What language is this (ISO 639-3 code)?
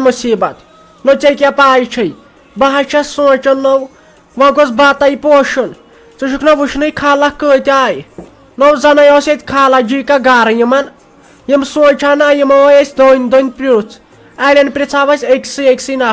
kas